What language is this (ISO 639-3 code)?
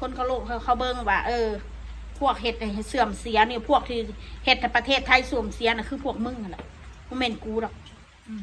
tts